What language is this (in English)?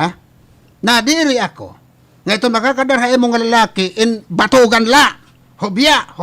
Waray